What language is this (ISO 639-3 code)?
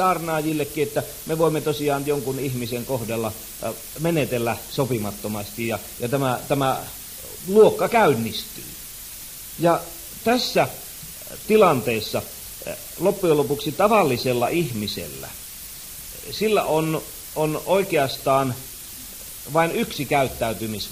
fin